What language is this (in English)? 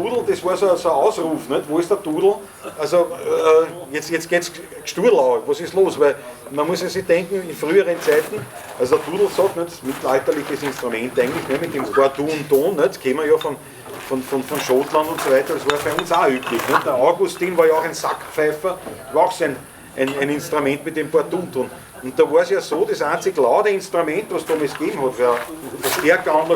Bavarian